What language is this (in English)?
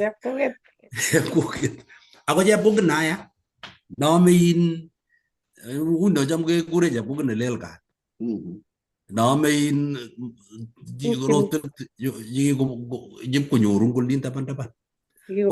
Kalenjin